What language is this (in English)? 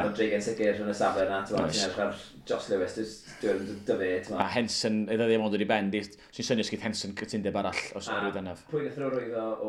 Welsh